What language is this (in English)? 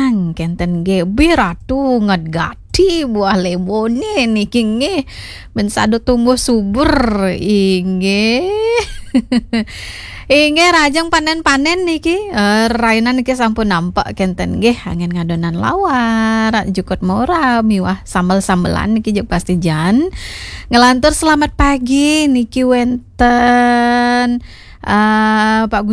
Balinese